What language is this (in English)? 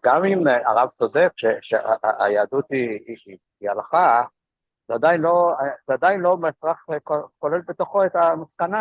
Hebrew